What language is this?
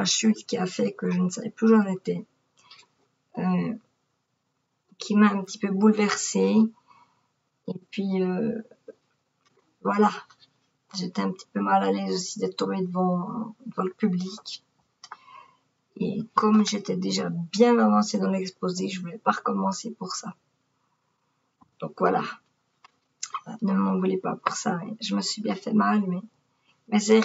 French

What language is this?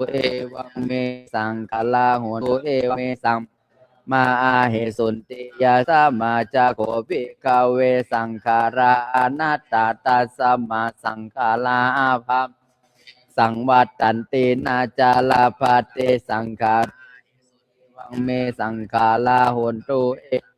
Pali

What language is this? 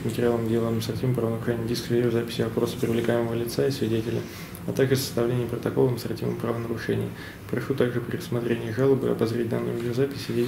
Russian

